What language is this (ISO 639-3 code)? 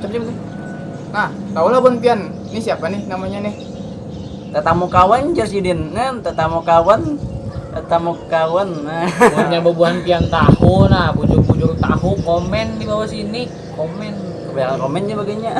bjn